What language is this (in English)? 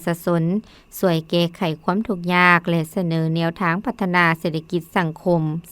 Lao